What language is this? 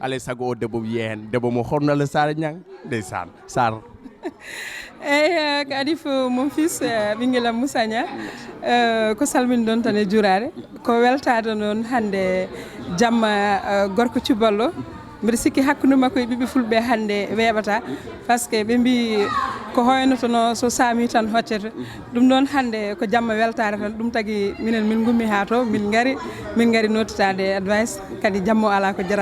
Fula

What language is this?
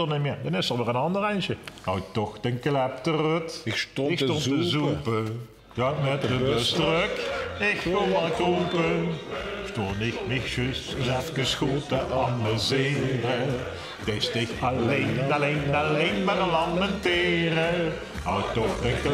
Limburgish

